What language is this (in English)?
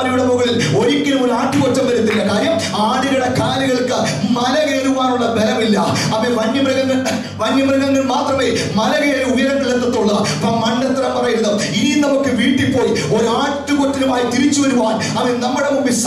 Malayalam